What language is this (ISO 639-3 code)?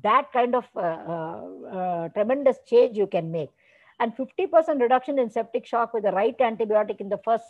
eng